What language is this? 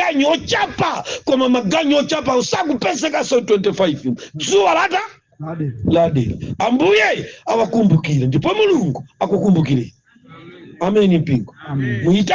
Nyanja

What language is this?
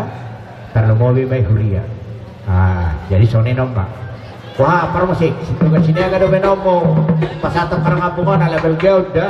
Batak Toba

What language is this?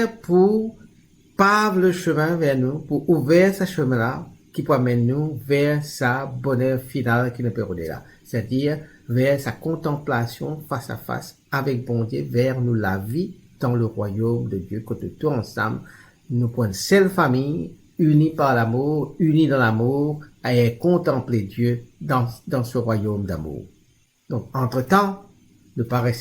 Morisyen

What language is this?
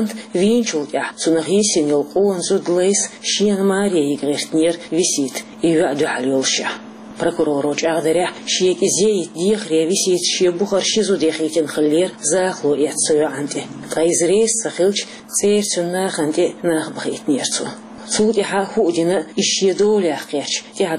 Chechen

